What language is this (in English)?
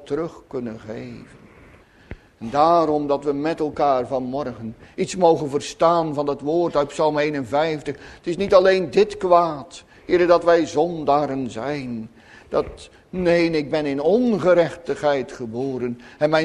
Dutch